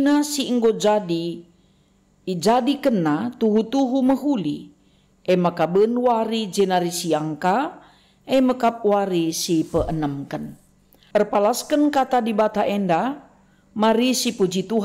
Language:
Batak Karo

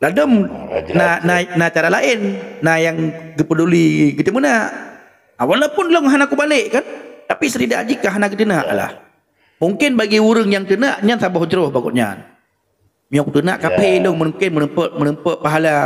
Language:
Achinese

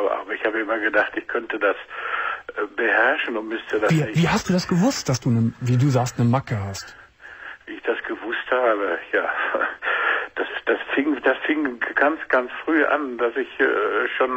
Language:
German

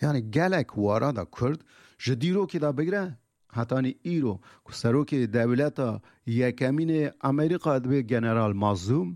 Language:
Kurdish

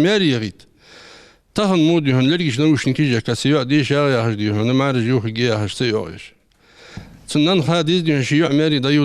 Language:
Ingush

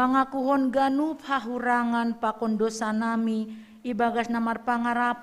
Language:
Batak Simalungun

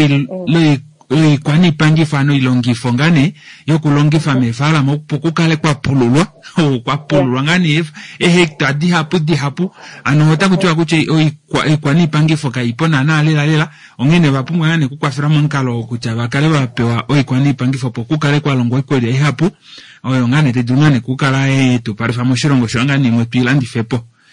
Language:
Kuanyama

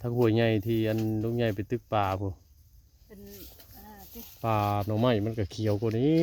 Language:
Northeastern Thai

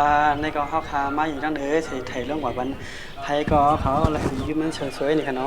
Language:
Shan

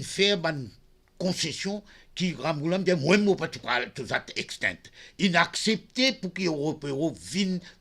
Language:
Morisyen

